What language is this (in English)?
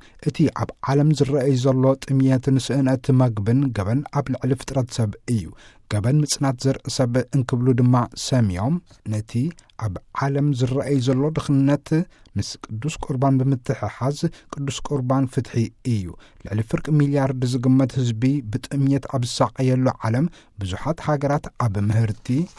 Tigrinya